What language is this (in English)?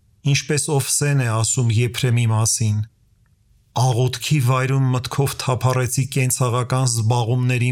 Armenian